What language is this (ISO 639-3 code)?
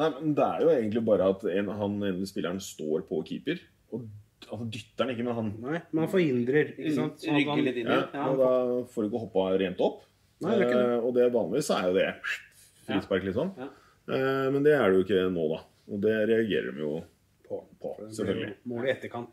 nor